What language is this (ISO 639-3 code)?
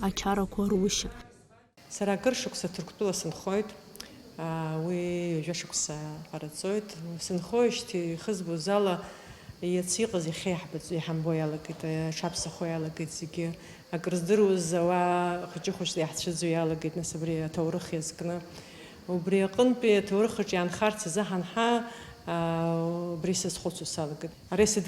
abk